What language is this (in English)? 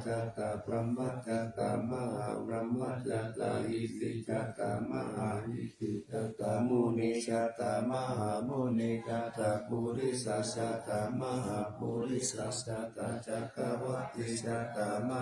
Pali